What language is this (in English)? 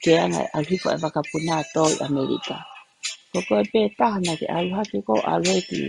Tongan